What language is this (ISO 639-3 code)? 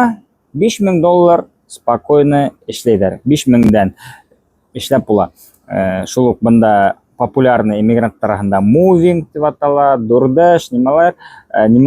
bak